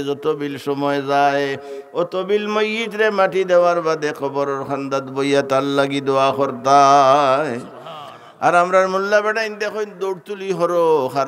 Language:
Sylheti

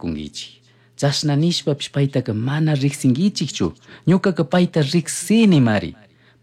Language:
Chimborazo Highland Quichua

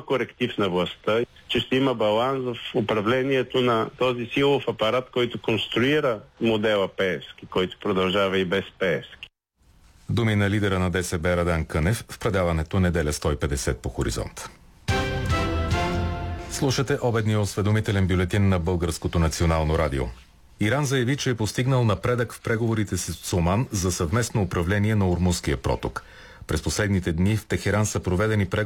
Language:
Bulgarian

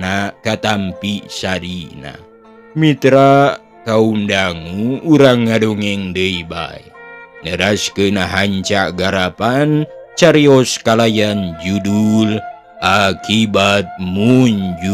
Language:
Sundanese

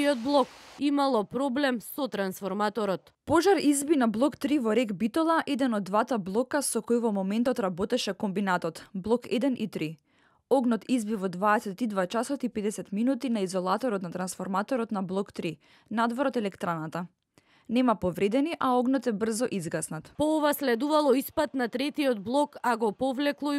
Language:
Macedonian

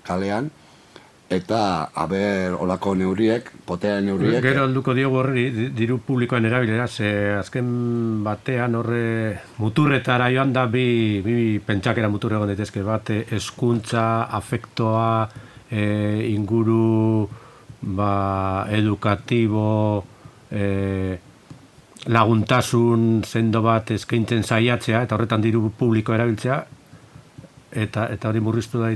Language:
Basque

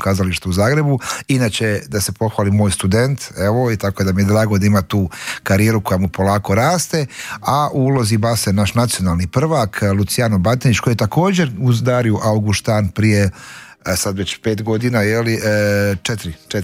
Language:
Croatian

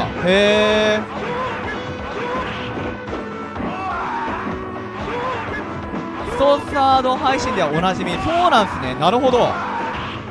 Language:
Japanese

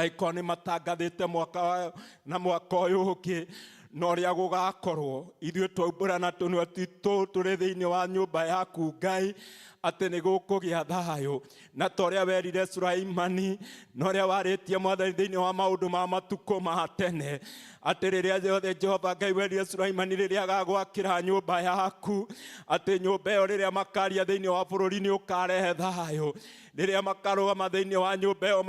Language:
Kikuyu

